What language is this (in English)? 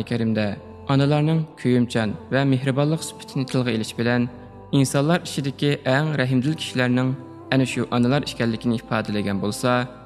Uyghur